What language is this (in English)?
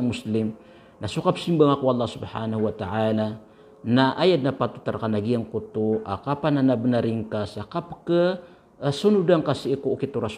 Maranao